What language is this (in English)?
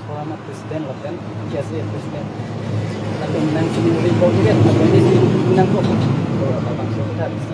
Karbi